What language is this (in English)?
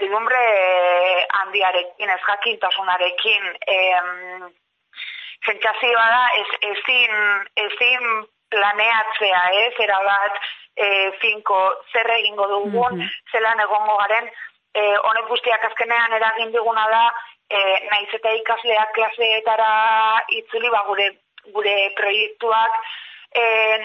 Basque